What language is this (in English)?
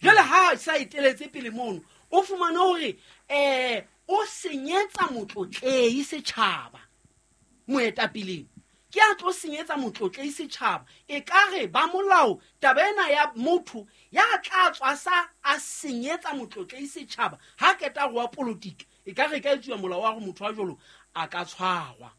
Southern Sotho